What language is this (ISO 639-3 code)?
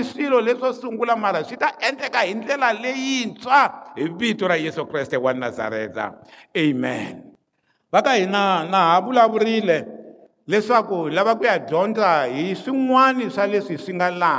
tso